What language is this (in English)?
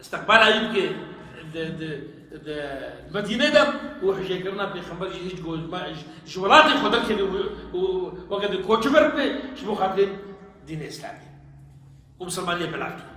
Kurdish